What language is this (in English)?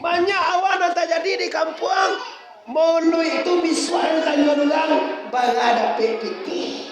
Minangkabau